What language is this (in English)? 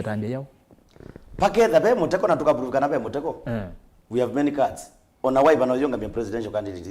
Kamba